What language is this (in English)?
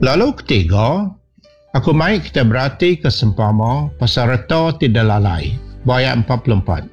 Iban